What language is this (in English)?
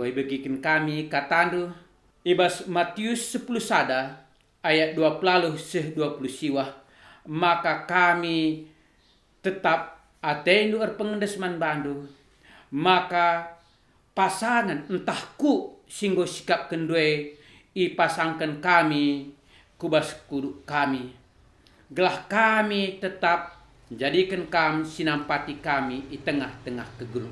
Batak Karo